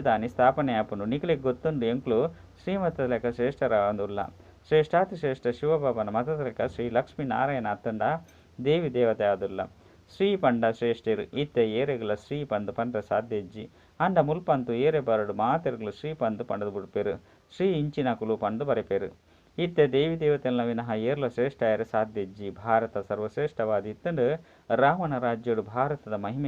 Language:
Tulu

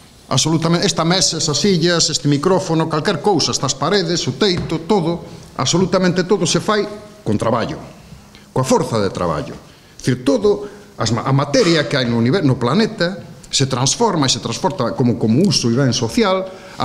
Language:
Galician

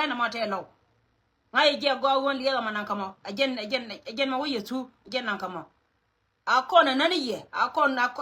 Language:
Nuer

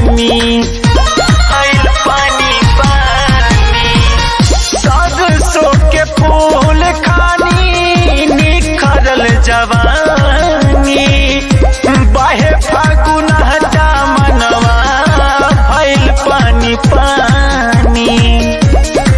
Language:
Bhojpuri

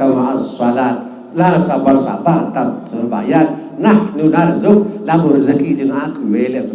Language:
Sasak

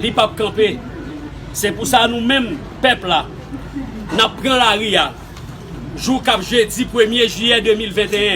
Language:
Haitian Creole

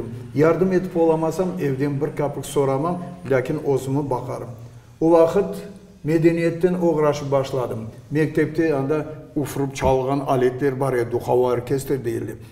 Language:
Crimean Tatar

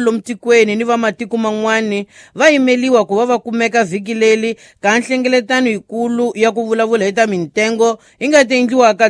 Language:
Tsonga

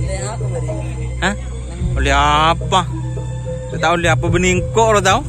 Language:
Madurese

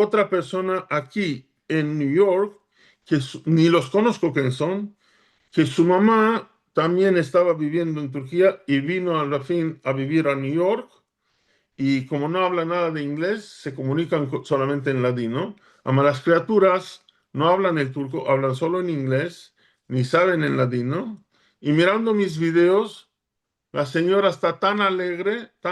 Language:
Ladino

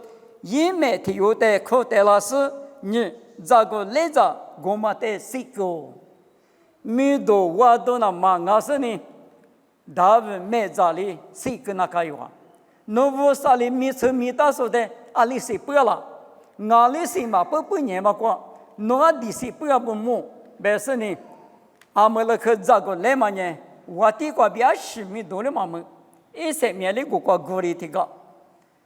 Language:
Lisu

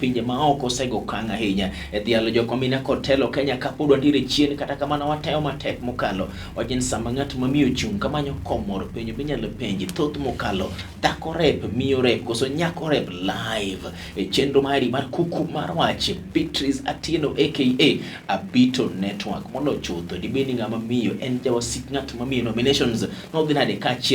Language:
Luo (Kenya and Tanzania)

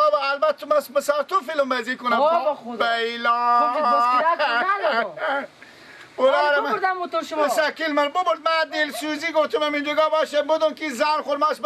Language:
Persian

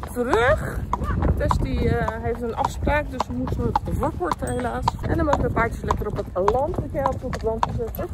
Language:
Dutch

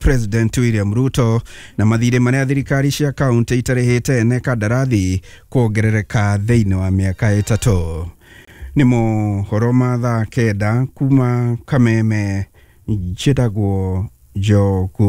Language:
Kikuyu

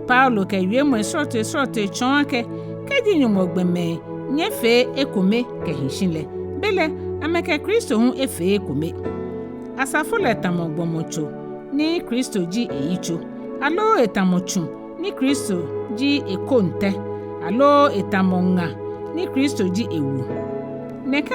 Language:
Ga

